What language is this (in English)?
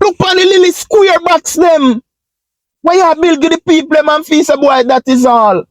Jamaican Creole English